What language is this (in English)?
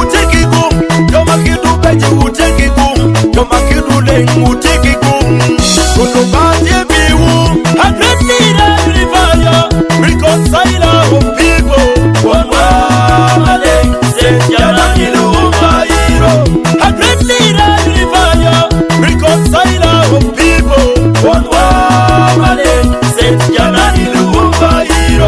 Acoli